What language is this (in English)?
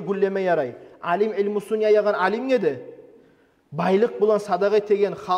Kumyk